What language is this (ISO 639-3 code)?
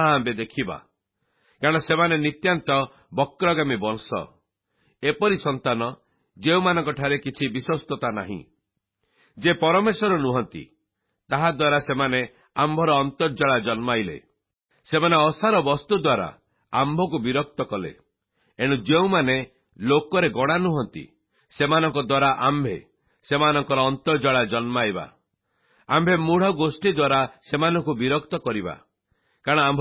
ori